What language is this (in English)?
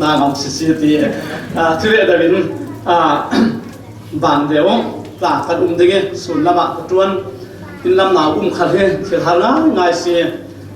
Falam Chin